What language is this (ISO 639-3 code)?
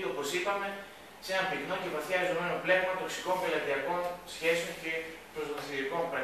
ell